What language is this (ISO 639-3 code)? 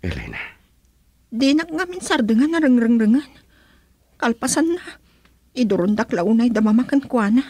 ilo